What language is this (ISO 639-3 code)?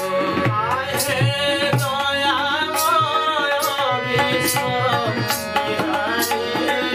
ori